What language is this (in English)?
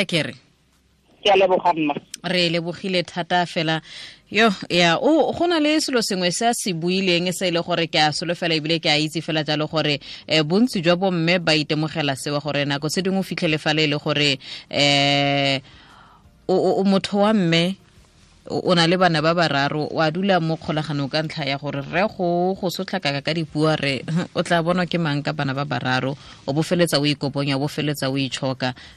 Tswana